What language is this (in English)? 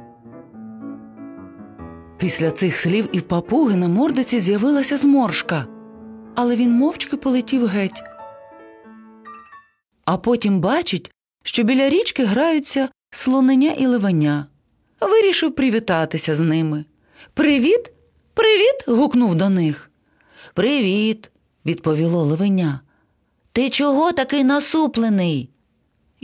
Ukrainian